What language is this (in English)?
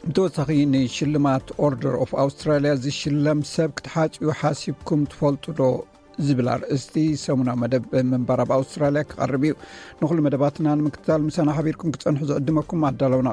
Tigrinya